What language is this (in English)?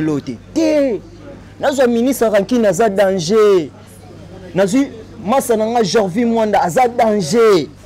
Lingala